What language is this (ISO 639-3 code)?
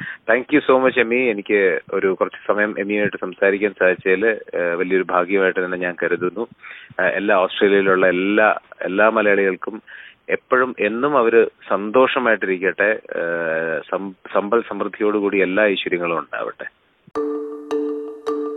mal